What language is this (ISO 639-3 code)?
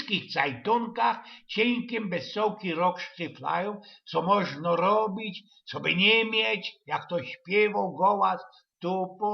szl